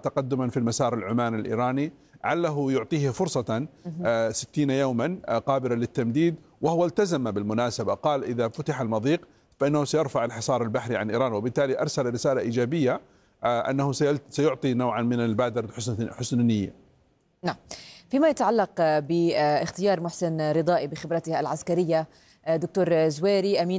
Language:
Arabic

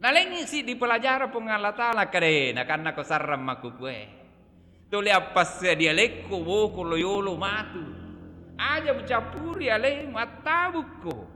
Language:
Buginese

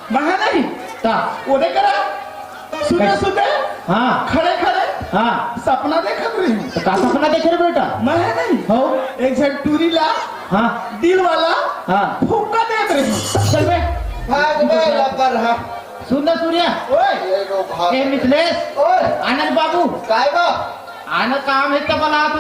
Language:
Chhattisgarhi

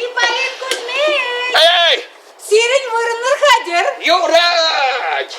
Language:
Chuvash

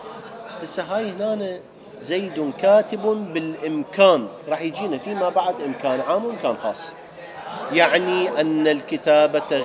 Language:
Mesopotamian Arabic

